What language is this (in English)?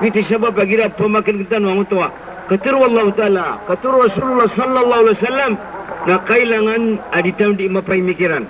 Maranao